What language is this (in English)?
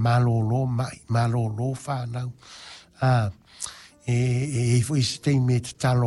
Samoan